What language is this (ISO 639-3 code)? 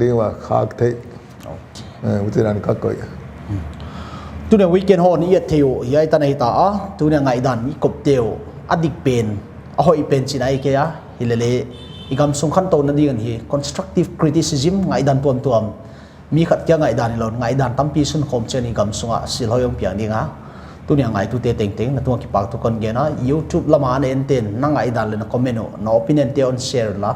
pck